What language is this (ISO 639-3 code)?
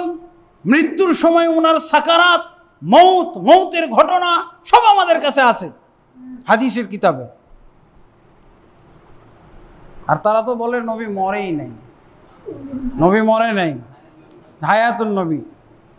ben